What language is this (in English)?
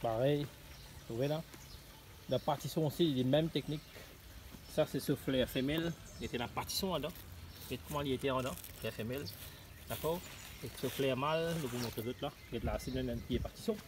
Morisyen